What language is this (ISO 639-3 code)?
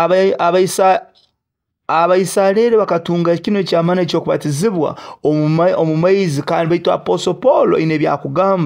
nyo